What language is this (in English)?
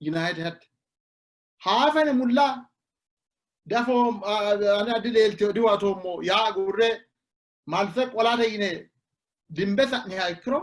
Sidamo